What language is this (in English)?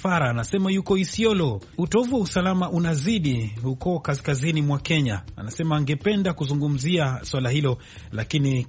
Swahili